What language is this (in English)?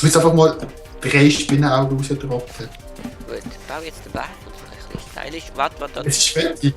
Swiss German